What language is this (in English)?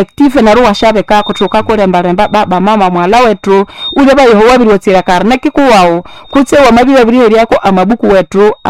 Nande